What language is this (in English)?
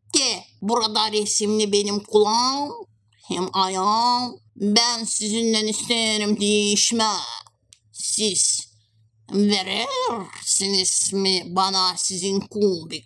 Gagauz